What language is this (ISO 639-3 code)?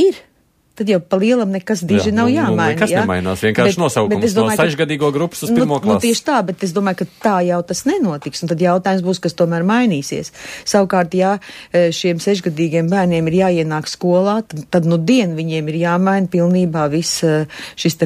lav